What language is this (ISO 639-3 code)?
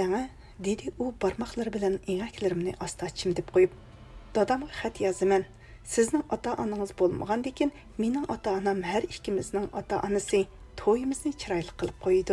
uig